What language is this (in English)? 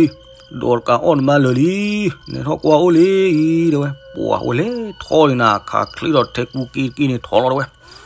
S'gaw Karen